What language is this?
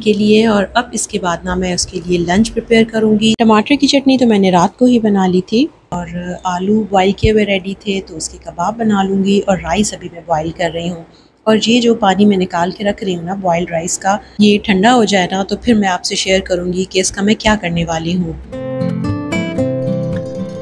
Hindi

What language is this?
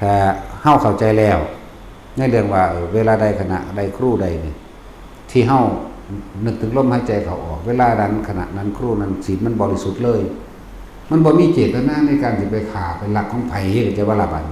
Lao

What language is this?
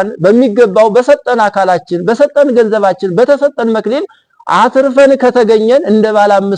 Amharic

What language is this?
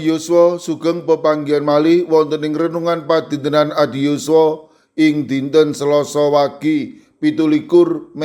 Javanese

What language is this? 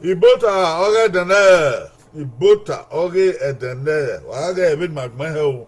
Bini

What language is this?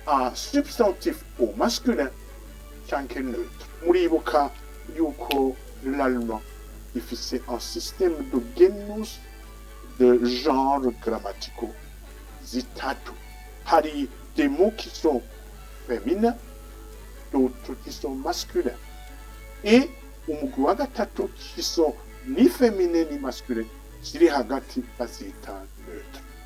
Rundi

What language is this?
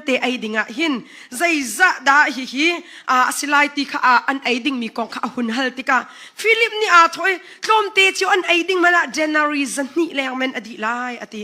Hakha Chin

